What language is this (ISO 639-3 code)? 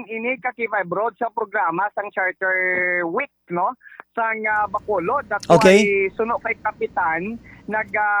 hil